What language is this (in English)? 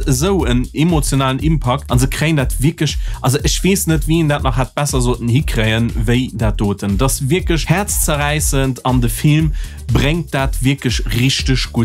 Luxembourgish